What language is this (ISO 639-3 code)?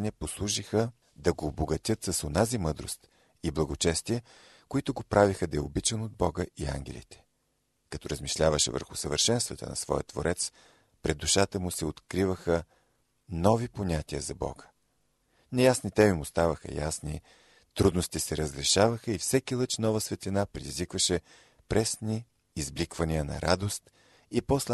bul